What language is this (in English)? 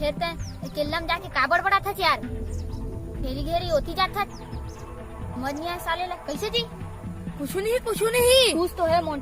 Chhattisgarhi